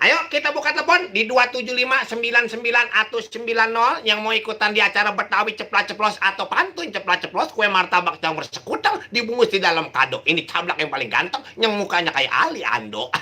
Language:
Betawi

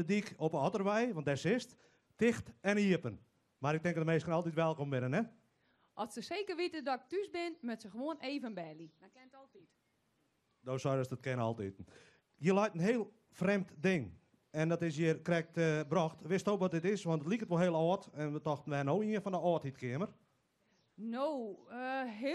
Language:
Western Frisian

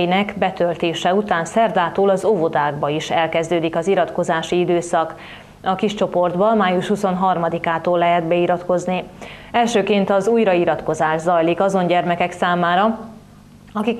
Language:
Hungarian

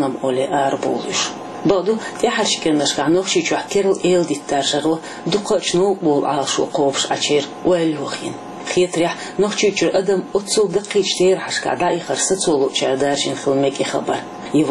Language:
Chechen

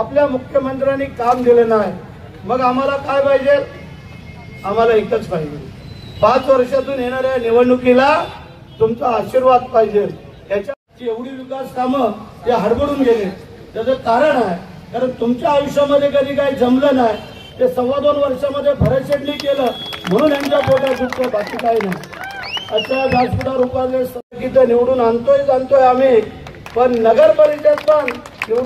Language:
Marathi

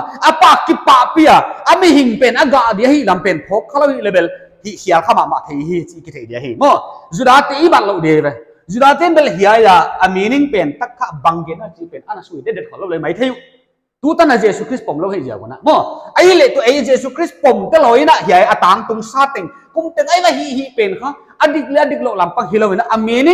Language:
Paite Chin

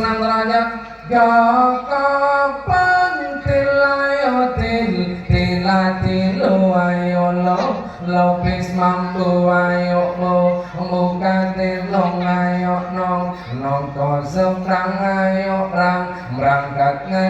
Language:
Madurese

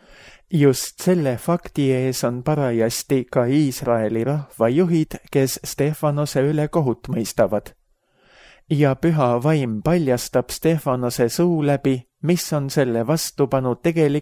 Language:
Estonian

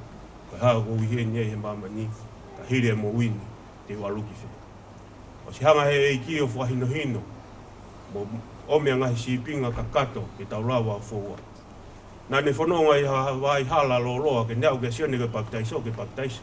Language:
Tongan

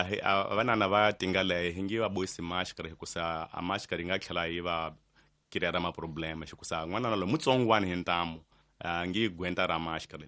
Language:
Tsonga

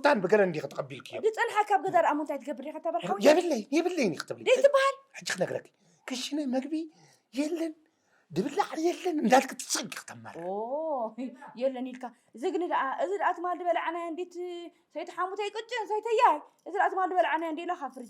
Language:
Tigrinya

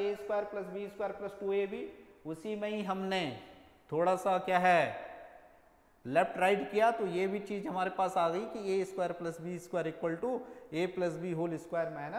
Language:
Hindi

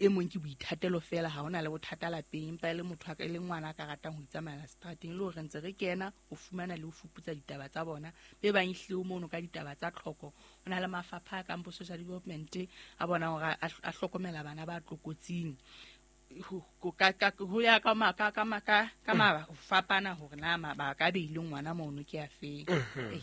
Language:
Southern Sotho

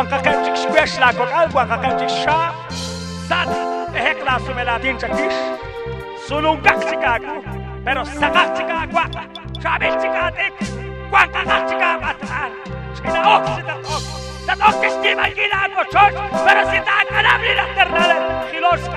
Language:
Kekchí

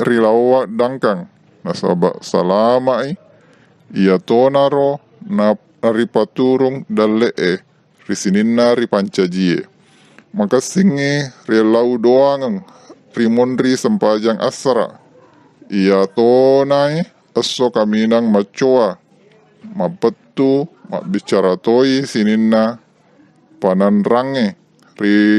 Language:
Buginese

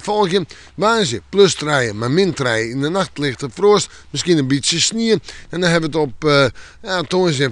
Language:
Western Frisian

